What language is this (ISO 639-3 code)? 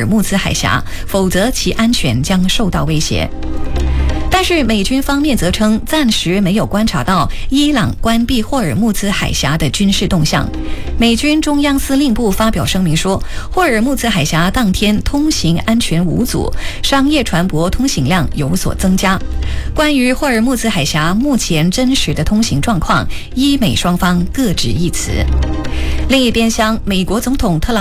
zho